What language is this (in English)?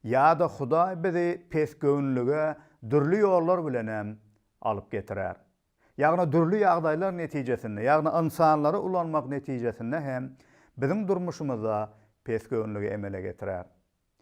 Turkmen